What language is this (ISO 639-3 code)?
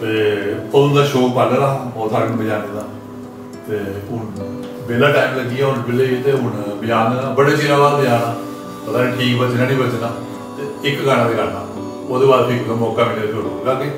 doi